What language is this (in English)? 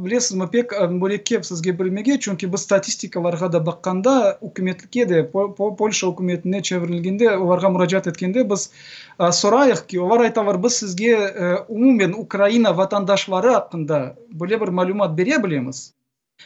Crimean Tatar